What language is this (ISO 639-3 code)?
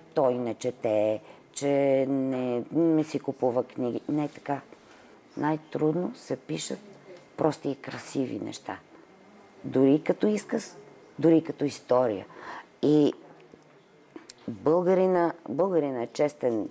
bul